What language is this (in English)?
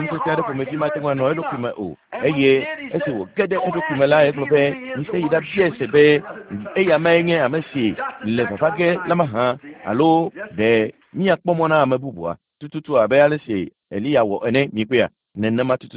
Ewe